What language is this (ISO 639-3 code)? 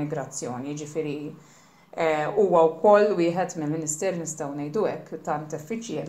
mlt